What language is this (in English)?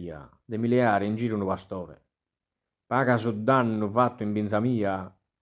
Sardinian